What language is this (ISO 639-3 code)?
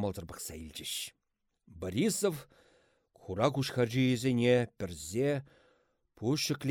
chv